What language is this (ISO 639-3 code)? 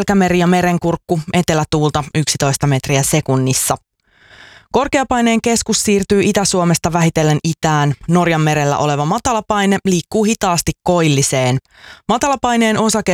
fin